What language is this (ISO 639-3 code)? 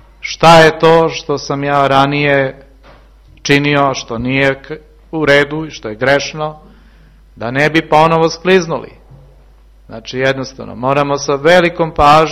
srp